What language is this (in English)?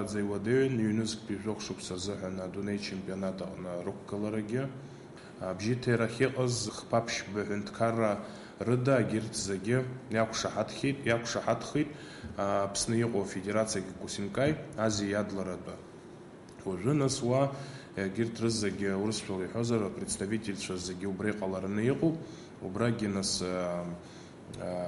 Abkhazian